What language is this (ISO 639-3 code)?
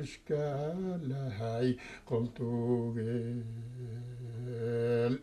bak